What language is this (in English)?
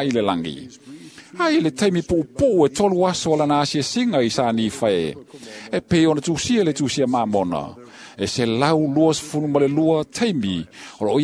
Samoan